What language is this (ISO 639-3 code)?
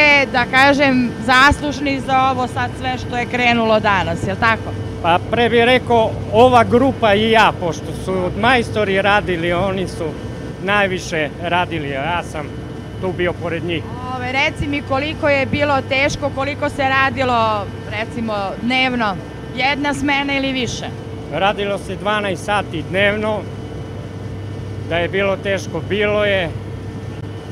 srp